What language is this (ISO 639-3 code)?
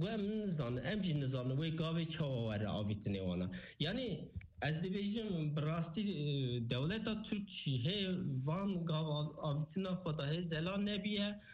kur